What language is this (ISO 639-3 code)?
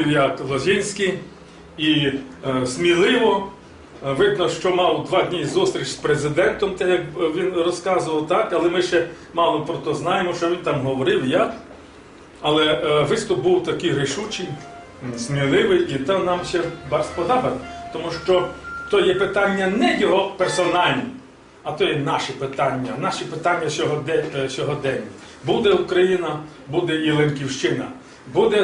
rue